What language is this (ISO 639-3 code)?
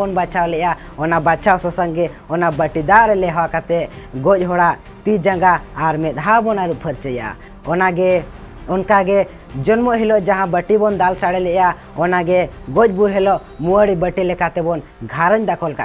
sat